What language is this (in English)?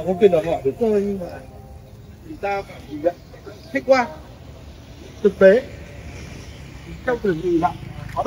Vietnamese